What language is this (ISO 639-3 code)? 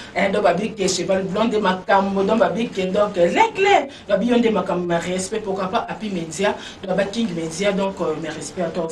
lin